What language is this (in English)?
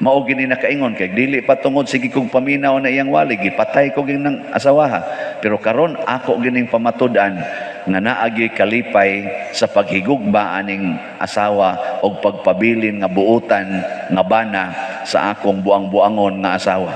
Cebuano